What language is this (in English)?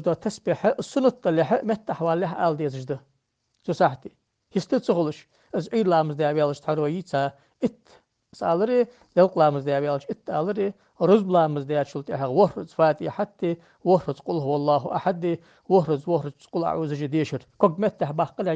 Ingush